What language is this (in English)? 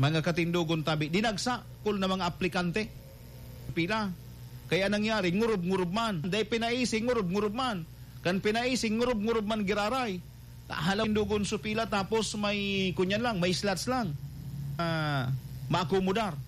Bikol